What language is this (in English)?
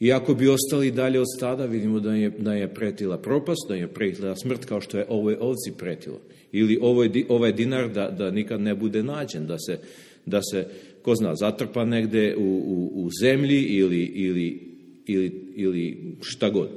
Serbian